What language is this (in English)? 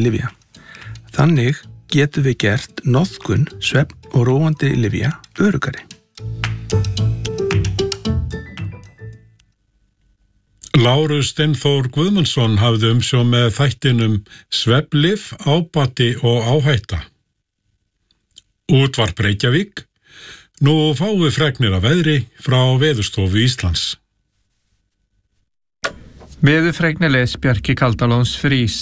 Icelandic